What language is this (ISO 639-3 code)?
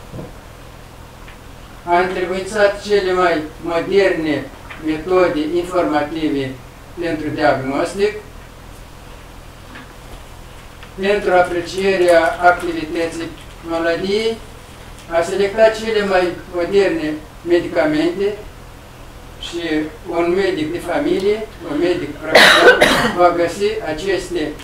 ron